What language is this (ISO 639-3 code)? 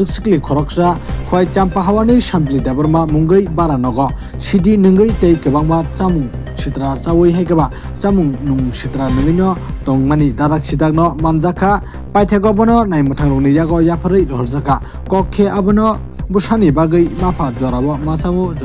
trp